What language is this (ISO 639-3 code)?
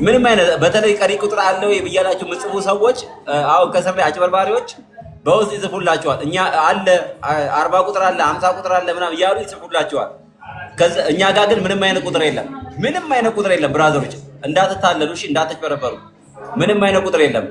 amh